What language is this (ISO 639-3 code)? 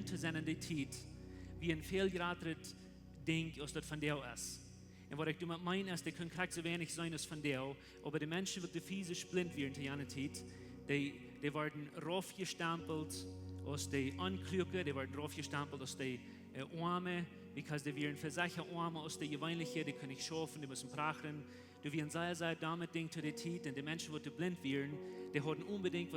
pdt